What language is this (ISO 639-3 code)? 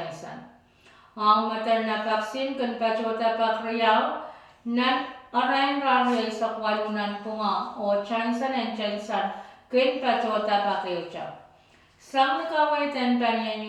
pon